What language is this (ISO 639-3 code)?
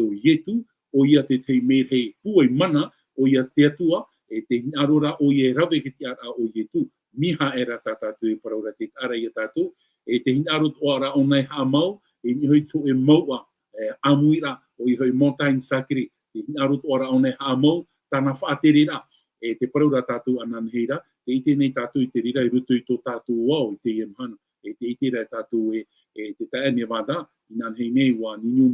tah